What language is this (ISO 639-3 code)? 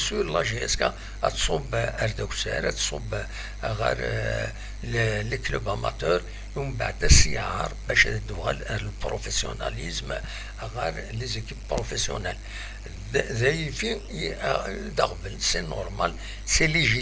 kab